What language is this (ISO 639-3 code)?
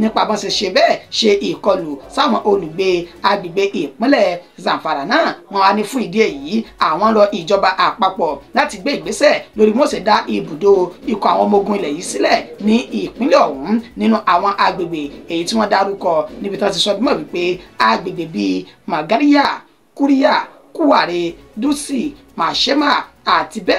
yor